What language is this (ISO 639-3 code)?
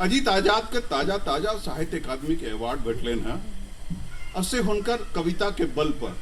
mai